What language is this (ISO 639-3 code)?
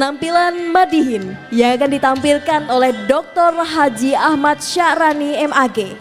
bjn